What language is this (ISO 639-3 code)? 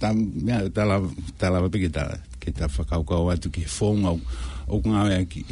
ton